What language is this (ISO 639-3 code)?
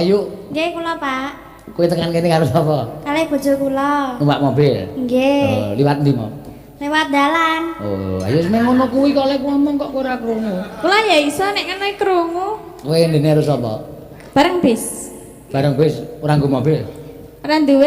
jav